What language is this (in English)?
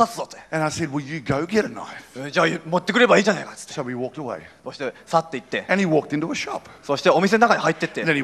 Japanese